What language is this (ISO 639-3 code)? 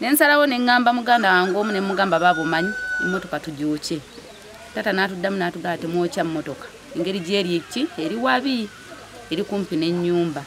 lug